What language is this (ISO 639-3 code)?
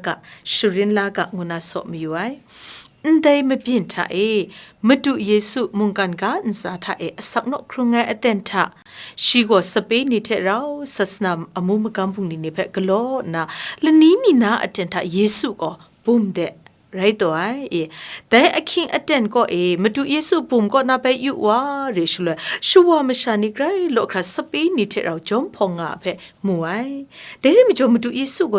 kac